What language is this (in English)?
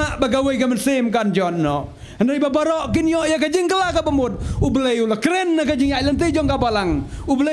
Khasi